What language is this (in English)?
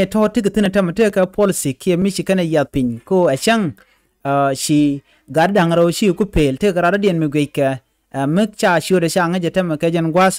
Nuer